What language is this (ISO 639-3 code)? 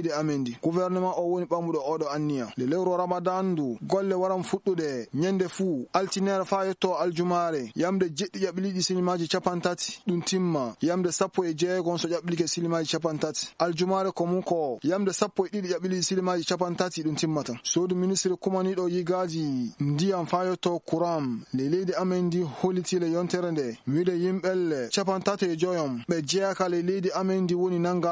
ful